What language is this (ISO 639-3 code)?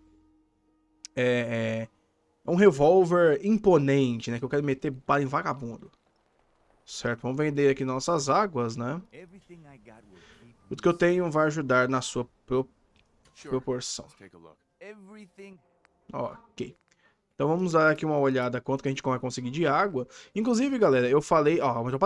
por